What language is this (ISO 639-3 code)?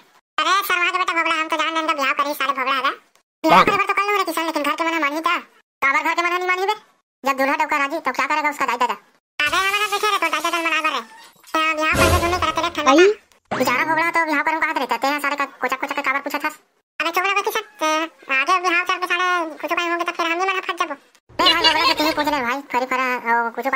hne